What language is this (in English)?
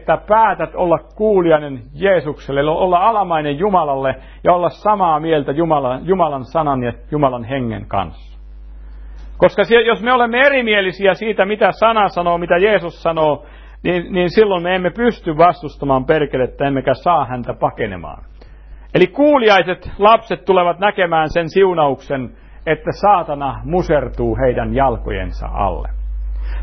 Finnish